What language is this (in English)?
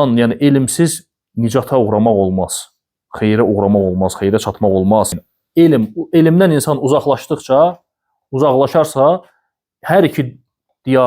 Azerbaijani